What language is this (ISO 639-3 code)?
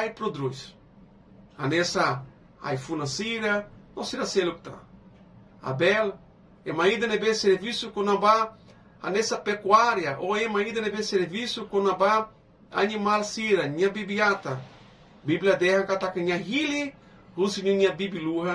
tet